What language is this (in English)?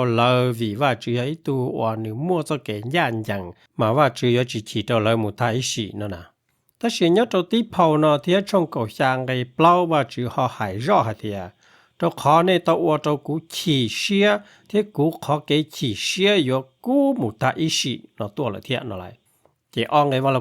Hmong